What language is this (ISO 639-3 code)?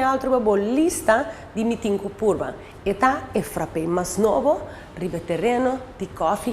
pap